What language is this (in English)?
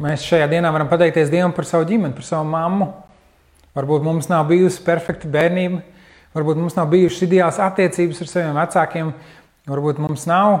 Latvian